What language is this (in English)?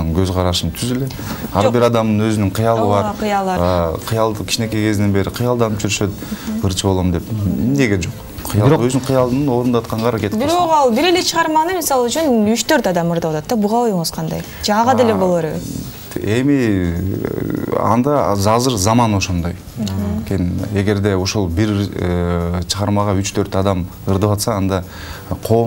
Kyrgyz